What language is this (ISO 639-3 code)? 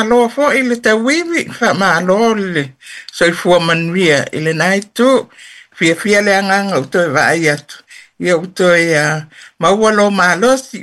smo